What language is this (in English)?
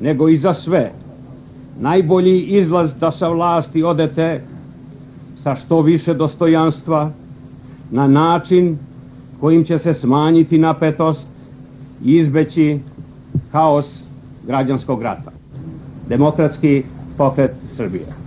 Serbian